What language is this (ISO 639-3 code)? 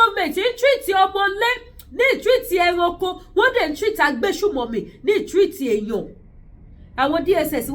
yor